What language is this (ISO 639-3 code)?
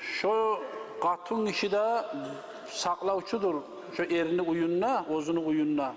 kum